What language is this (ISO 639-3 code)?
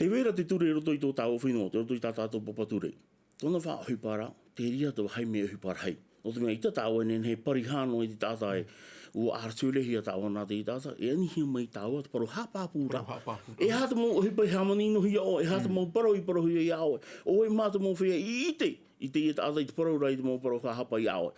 tah